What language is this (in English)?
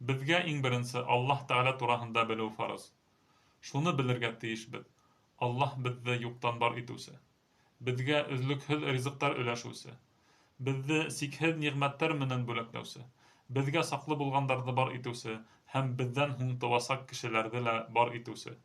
Bashkir